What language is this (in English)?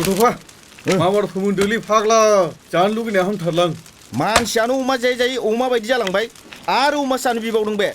Bodo